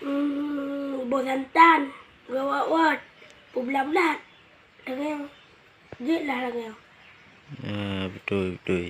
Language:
Achinese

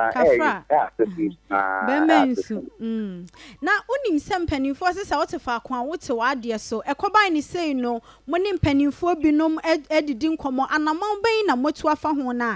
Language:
Akan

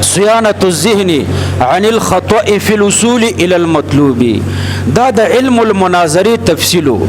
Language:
Pashto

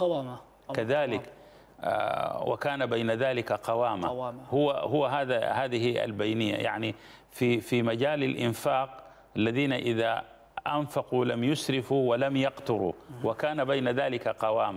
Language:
Arabic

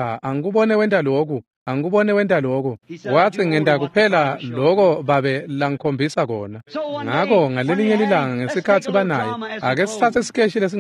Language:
Swati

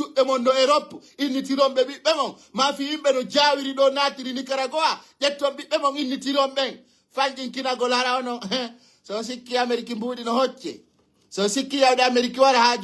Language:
Fula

